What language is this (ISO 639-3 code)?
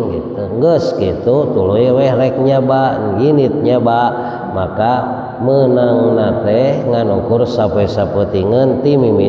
sun